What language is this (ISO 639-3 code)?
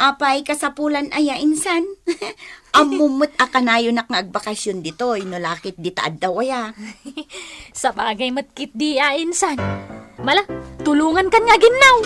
ilo